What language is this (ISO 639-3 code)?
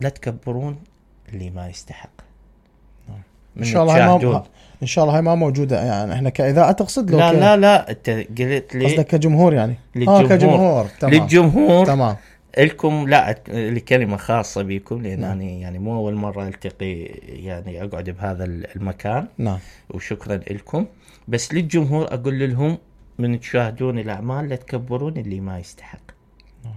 acm